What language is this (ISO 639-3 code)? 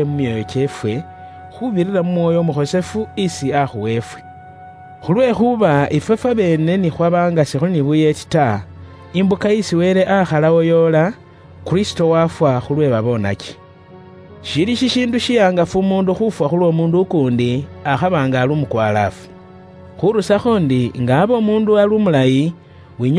luy